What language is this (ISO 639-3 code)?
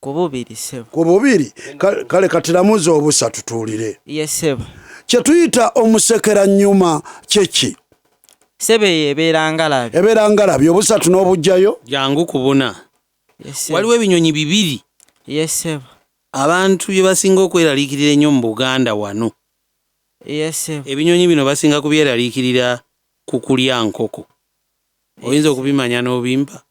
lug